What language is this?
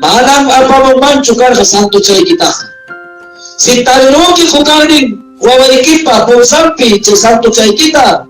Ayacucho Quechua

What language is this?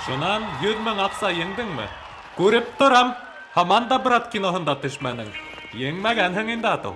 Bashkir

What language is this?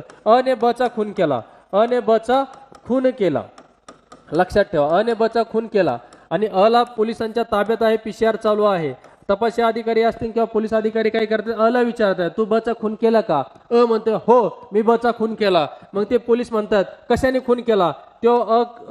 Marathi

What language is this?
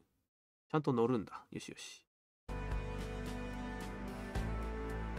Japanese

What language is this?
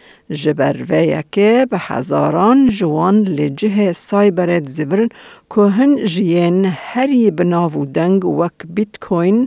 Kurdish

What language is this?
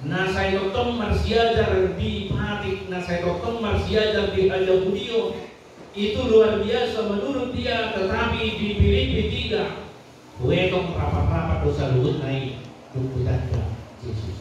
Batak Toba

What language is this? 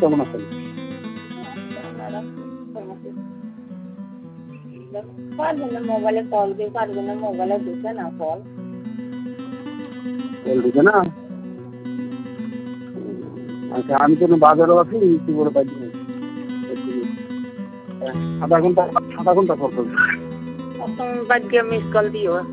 Bangla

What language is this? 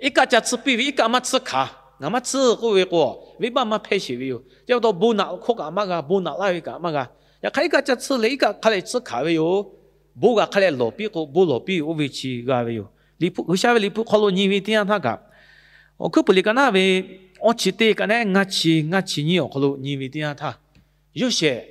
Lahu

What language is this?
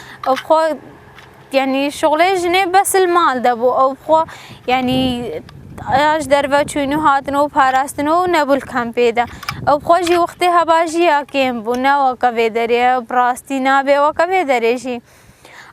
Kurdish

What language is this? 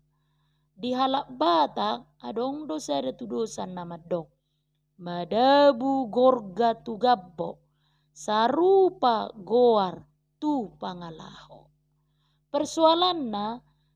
Batak Toba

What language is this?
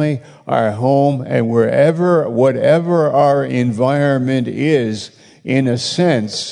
English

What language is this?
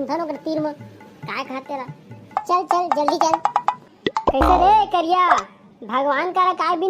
Chhattisgarhi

